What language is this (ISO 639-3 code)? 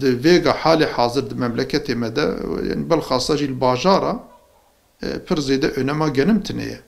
kur